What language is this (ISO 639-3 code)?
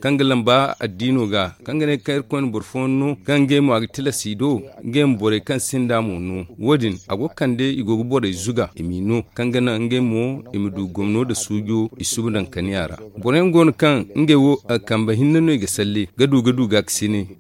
dje